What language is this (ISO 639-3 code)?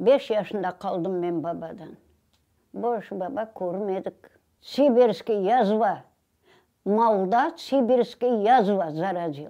crh